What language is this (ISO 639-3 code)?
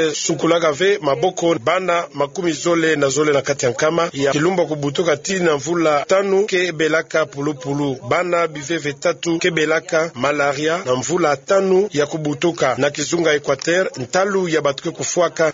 ktu